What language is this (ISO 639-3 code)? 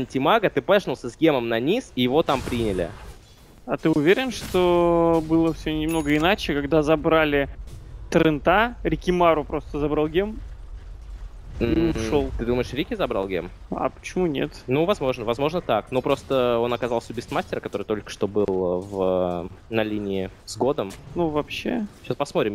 rus